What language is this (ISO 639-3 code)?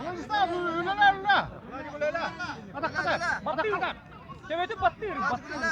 sah